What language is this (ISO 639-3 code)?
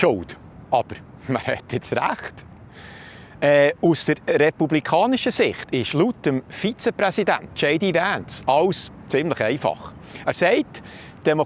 gsw